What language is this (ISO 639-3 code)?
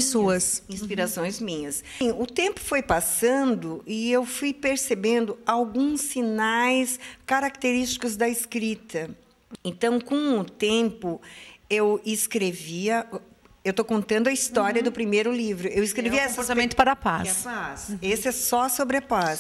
por